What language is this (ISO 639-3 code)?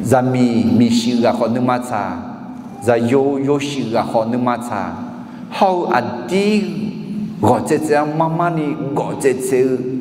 ahk